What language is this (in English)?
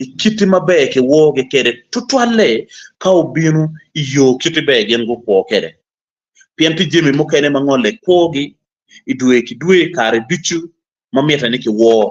Acoli